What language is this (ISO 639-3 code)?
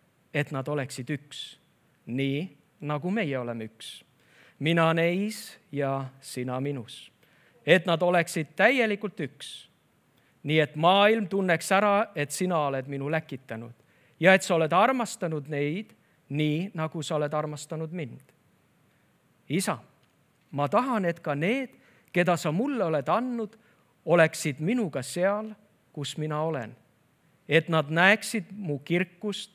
est